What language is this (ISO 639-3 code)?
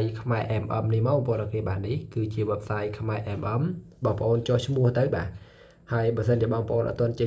khm